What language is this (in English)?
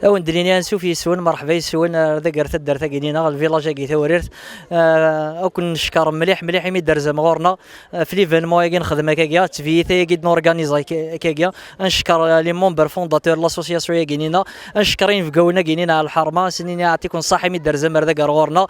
Kabyle